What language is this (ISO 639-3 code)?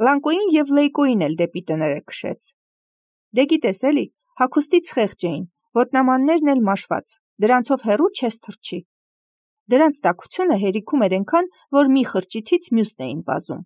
hye